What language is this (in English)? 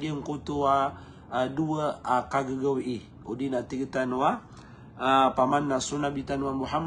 Maranao